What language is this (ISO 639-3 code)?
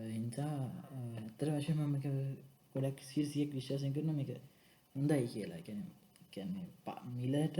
sin